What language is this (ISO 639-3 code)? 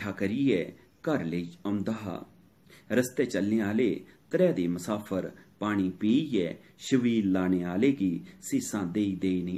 doi